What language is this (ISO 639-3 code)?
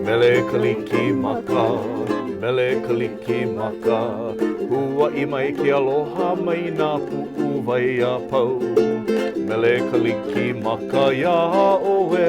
haw